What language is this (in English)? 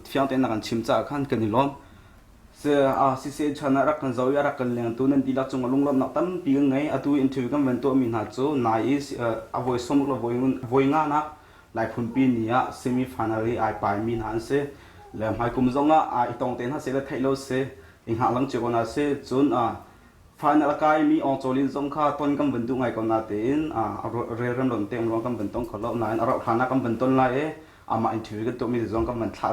Hakha Chin